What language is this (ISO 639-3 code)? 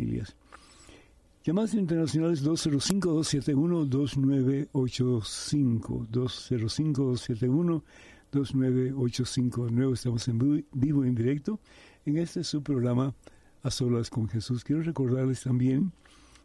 spa